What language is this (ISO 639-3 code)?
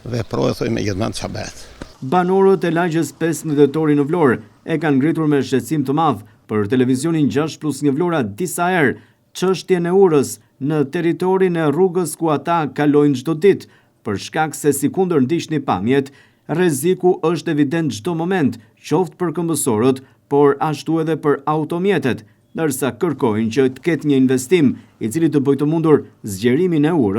sqi